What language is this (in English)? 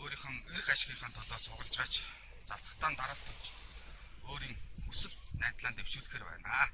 Mongolian